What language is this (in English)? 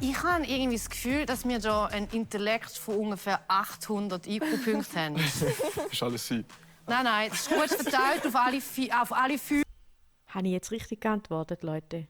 Swiss German